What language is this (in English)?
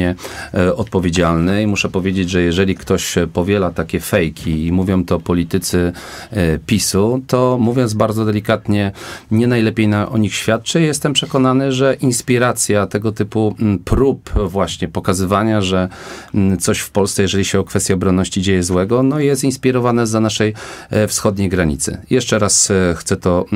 Polish